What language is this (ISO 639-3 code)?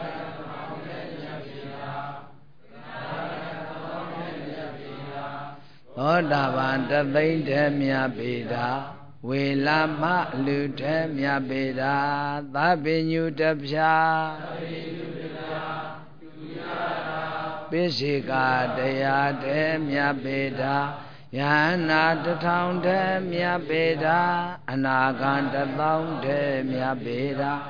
mya